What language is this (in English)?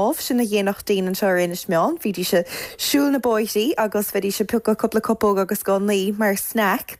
Irish